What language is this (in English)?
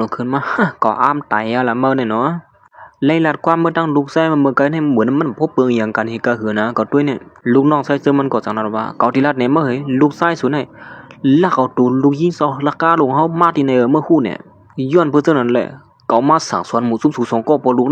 Shan